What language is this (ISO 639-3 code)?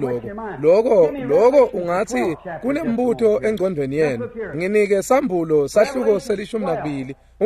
ssw